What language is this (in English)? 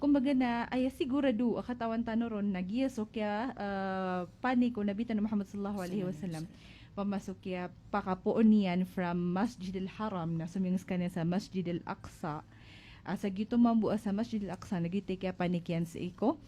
Maranao